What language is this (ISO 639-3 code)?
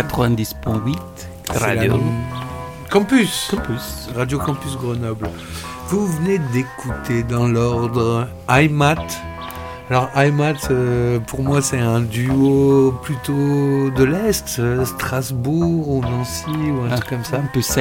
fra